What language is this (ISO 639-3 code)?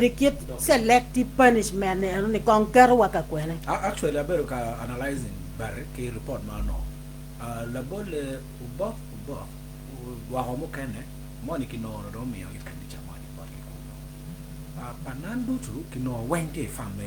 ach